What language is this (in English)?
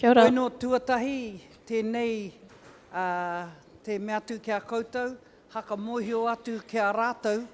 Māori